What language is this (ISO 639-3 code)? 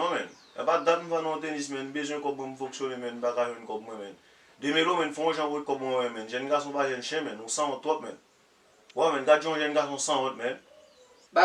hat